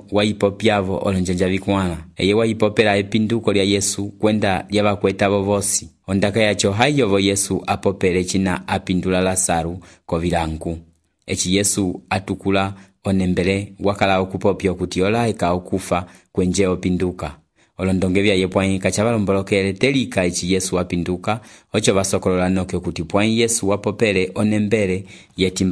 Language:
Umbundu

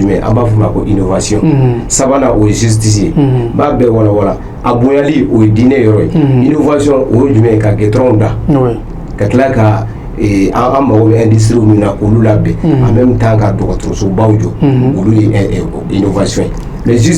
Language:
Bambara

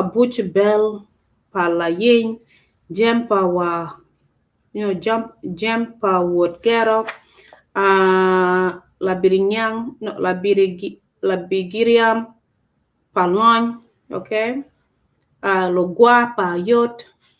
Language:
Acoli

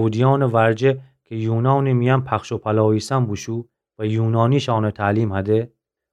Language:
Gilaki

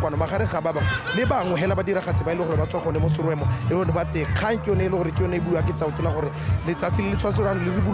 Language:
Tswana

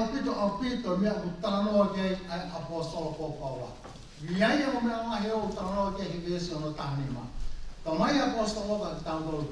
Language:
Tongan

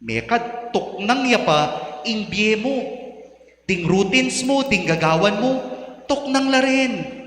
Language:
Pampanga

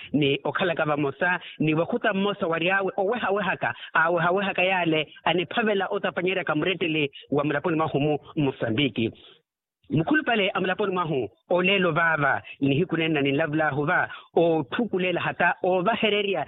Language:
Makhuwa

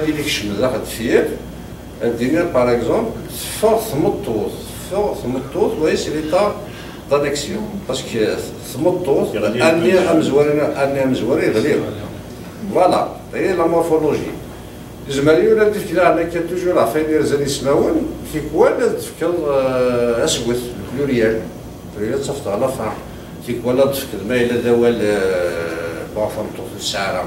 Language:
Kabyle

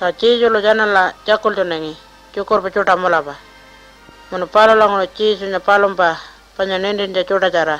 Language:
Pitjantjatjara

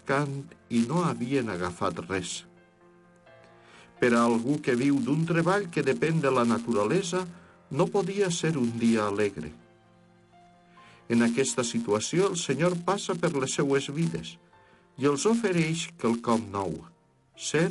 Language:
Catalan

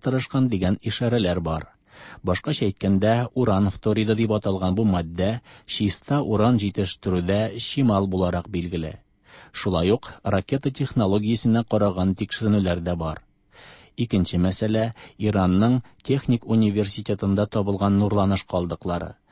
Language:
Tatar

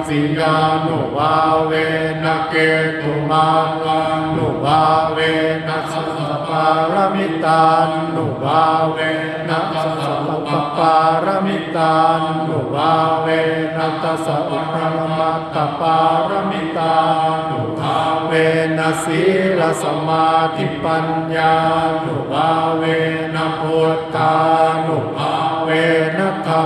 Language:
Pali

